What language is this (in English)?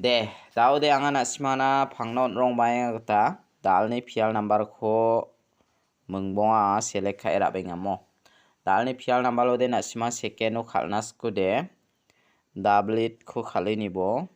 Garo